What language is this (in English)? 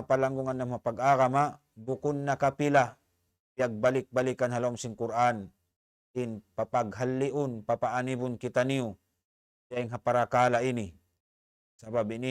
Tausug